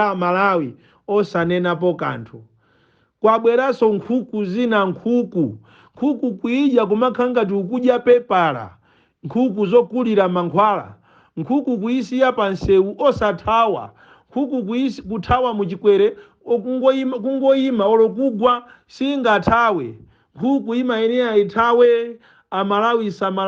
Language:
Nyanja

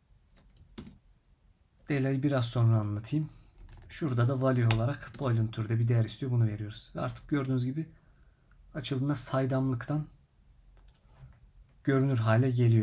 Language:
Turkish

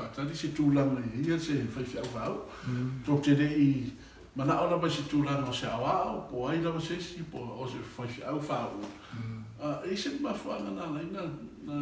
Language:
Samoan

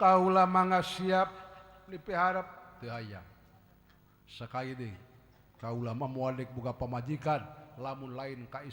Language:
Sundanese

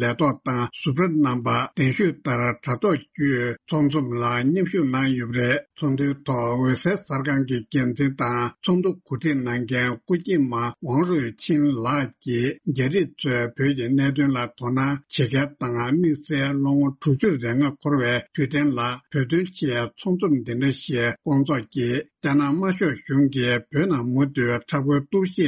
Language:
Tibetan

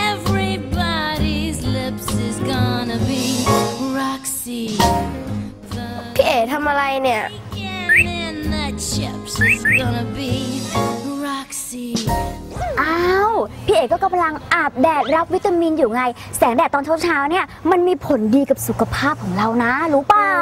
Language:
Thai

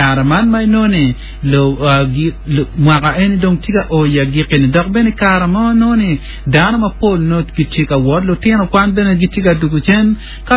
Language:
Acoli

